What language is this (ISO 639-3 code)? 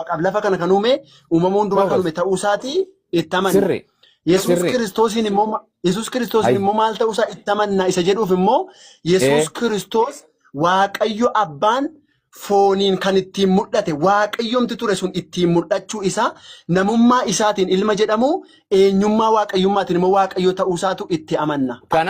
orm